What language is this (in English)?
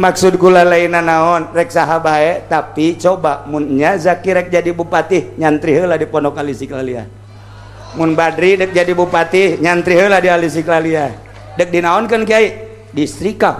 Sundanese